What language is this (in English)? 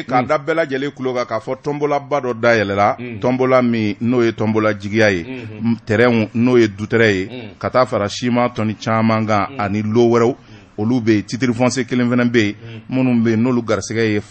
Bambara